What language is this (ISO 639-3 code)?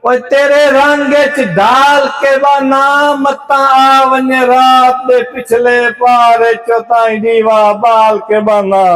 skr